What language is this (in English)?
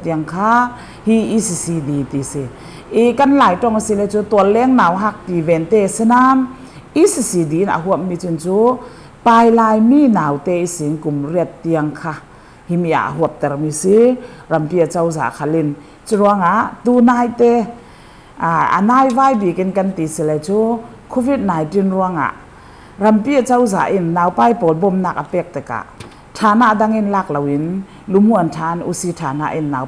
Falam Chin